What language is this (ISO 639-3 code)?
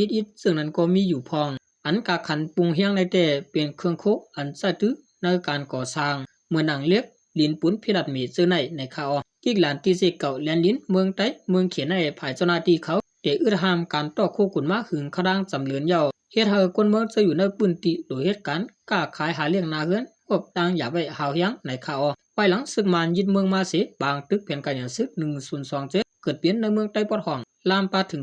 shn